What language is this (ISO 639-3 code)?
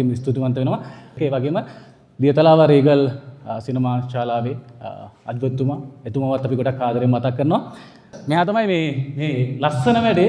sin